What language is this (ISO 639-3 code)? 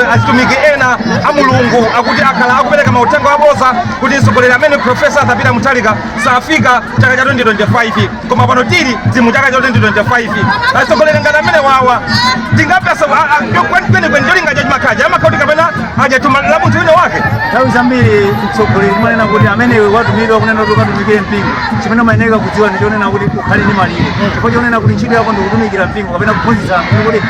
nya